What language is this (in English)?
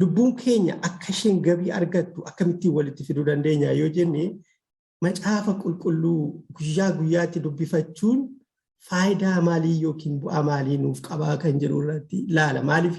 Oromo